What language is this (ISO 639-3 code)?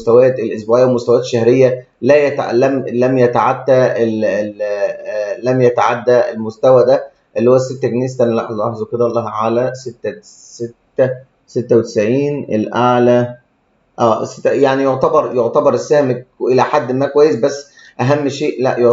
arz